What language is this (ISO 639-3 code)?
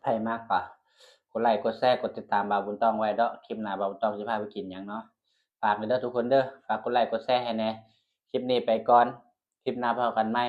tts